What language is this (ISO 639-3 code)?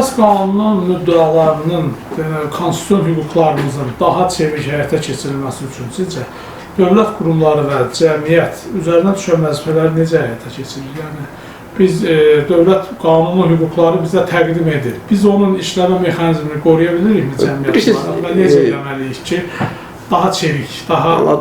aze